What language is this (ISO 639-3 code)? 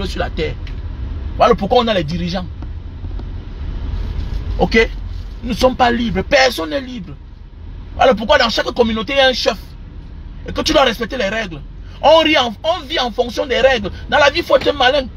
fra